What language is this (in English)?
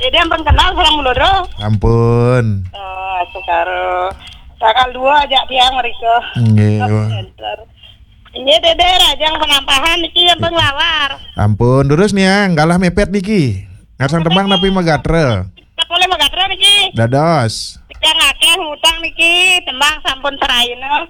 Balinese